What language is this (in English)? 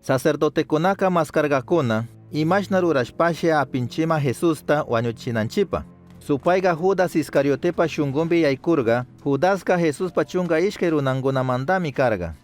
Chimborazo Highland Quichua